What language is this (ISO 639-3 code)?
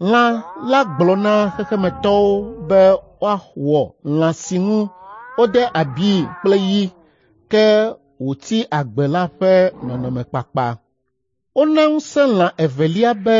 ewe